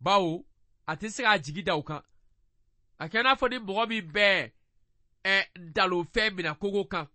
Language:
Bambara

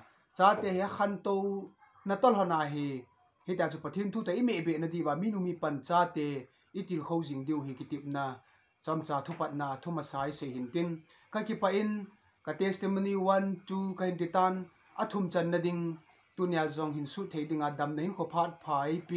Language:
Thado Chin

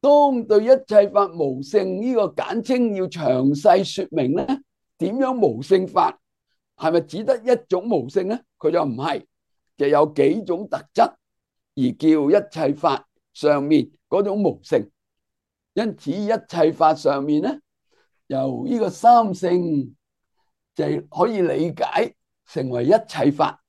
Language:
Cantonese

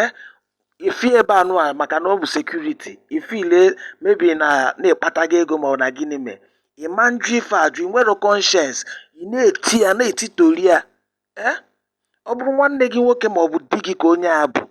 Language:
Igbo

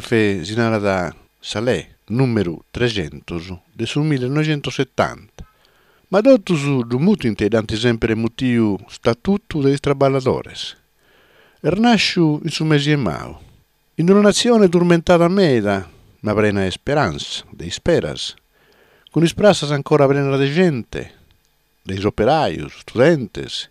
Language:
Sardinian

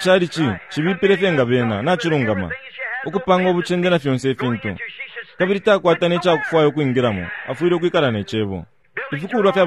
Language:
Bemba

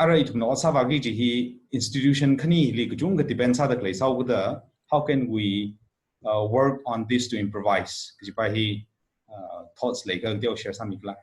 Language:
Tangkhul Naga (India)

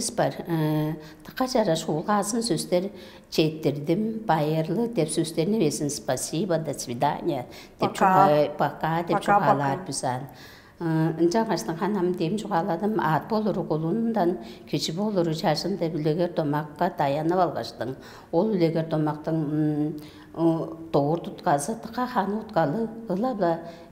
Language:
Tuvinian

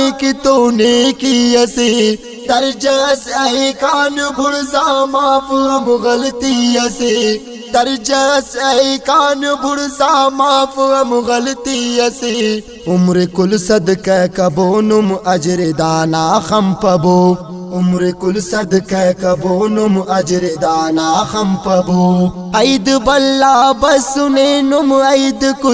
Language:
Brahui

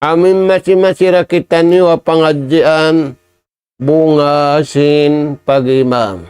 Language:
Tausug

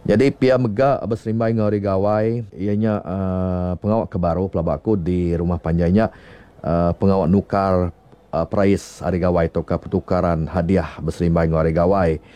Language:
Iban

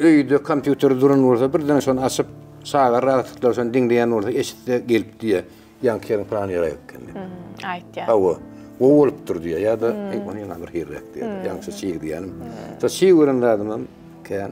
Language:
Turkmen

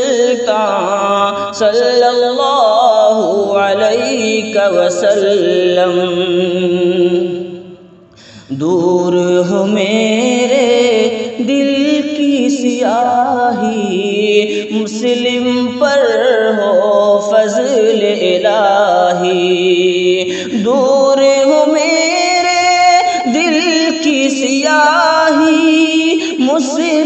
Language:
Urdu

